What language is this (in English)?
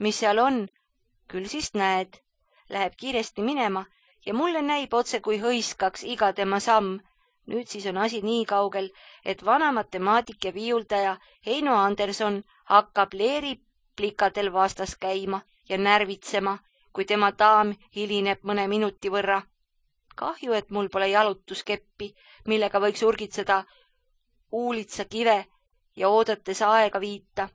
Estonian